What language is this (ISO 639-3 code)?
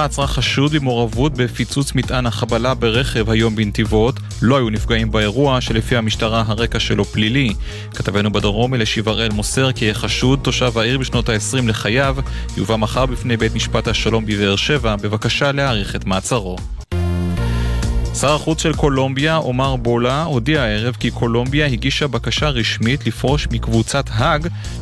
heb